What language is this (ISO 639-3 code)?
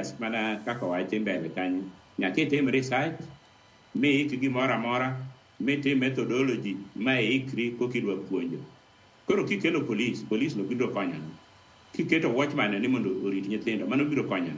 luo